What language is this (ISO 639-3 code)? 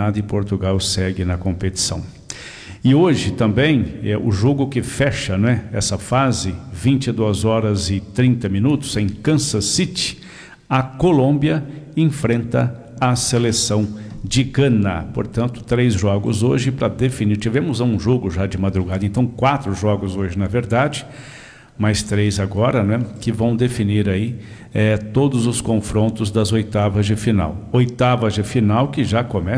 por